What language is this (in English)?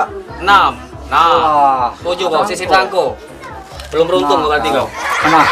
Musi